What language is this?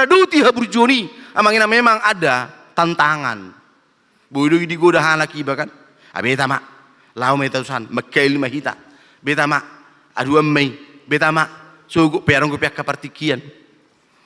Batak Toba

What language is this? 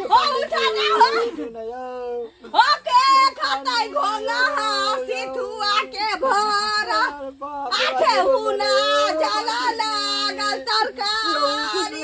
Maithili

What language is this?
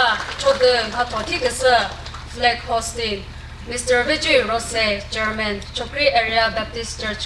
Chokri Naga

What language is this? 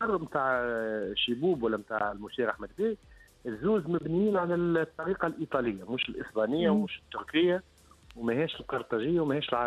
Tunisian Arabic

